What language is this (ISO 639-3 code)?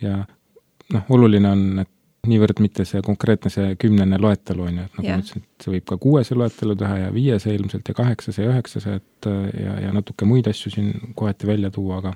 est